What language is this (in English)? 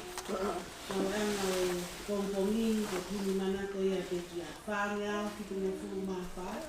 Tongan